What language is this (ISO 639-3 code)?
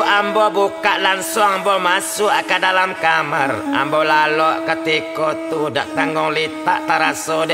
min